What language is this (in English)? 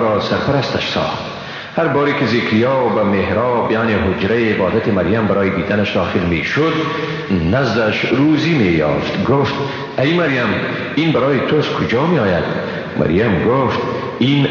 Persian